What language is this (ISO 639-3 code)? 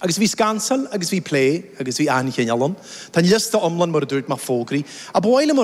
gle